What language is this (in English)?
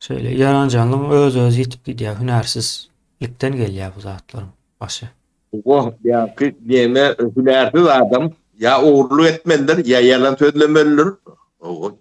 Turkmen